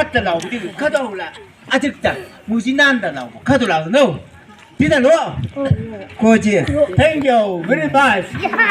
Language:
Chang Naga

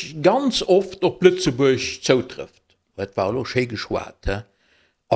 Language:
Luxembourgish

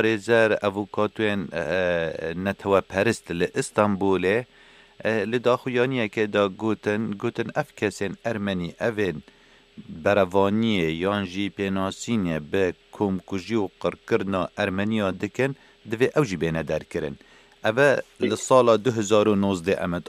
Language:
Kurdish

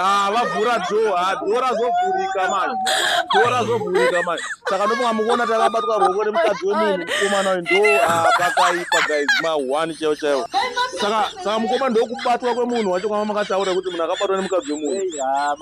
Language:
Shona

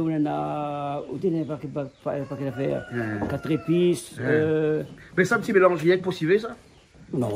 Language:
Réunion Creole French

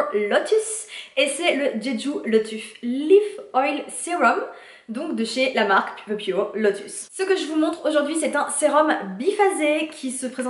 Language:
French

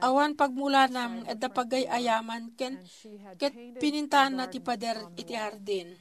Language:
Iloko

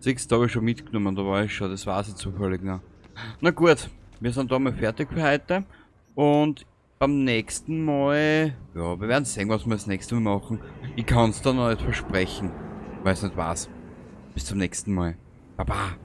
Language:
Bavarian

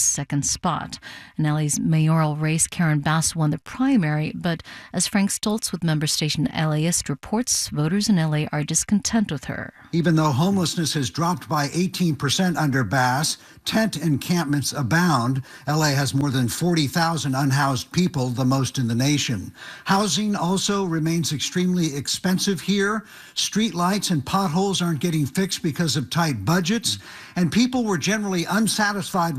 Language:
English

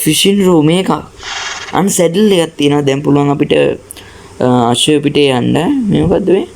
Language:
Sinhala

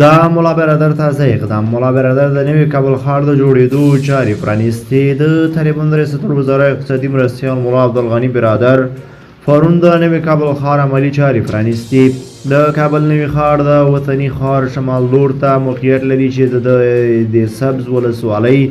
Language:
Pashto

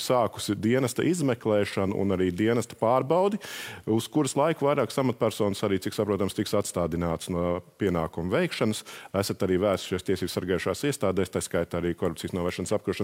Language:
Latvian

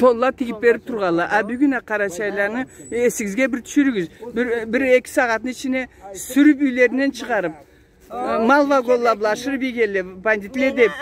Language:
Karachay-Balkar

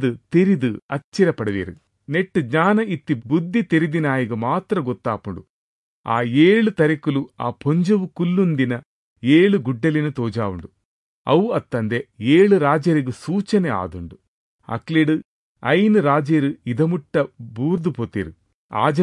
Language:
Tulu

